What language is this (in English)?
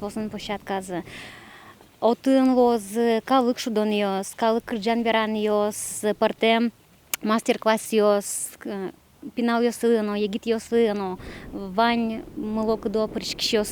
Udmurt